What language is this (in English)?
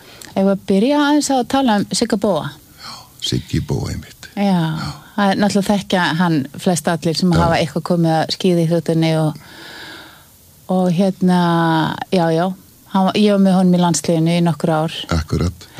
Icelandic